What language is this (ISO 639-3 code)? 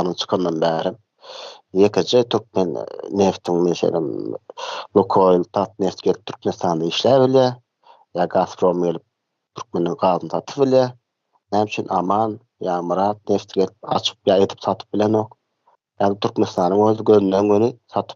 tuk